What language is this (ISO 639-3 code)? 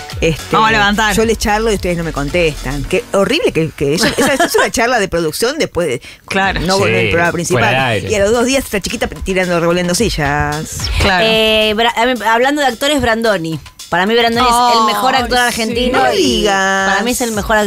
spa